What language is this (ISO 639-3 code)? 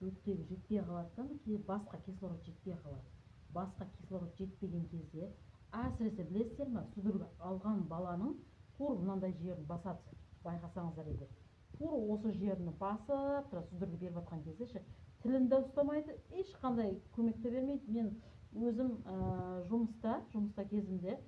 kaz